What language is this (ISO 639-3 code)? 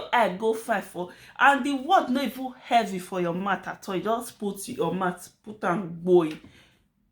pcm